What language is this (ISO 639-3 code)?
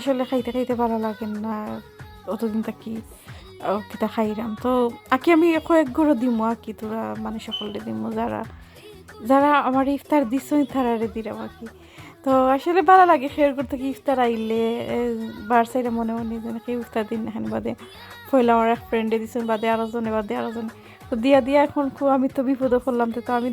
syl